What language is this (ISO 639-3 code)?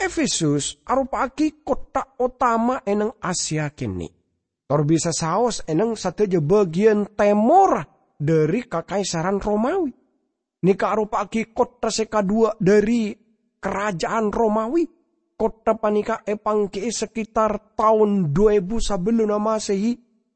mad